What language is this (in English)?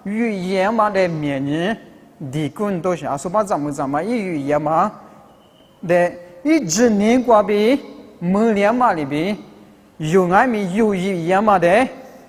Lisu